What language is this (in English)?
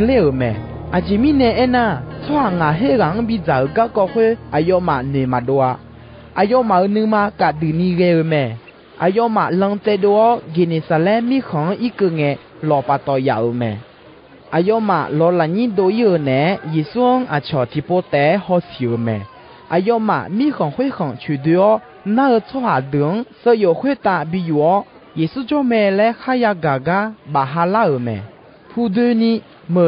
Akha